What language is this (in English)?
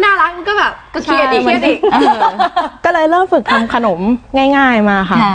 Thai